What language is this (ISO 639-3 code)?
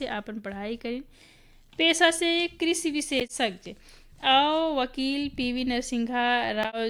bho